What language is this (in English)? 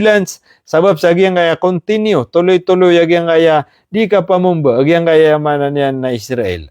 Maranao